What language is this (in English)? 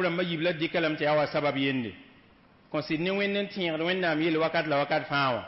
Mossi